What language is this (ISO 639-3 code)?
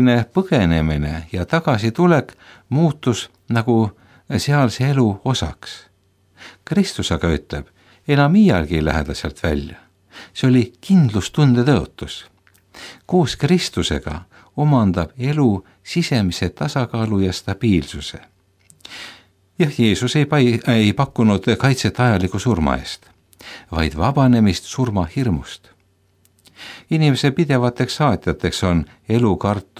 est